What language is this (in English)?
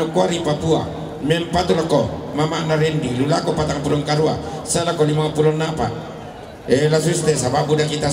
Toraja-Sa'dan